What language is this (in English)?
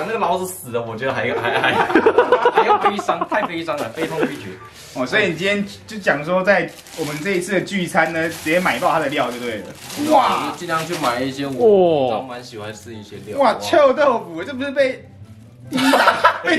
Chinese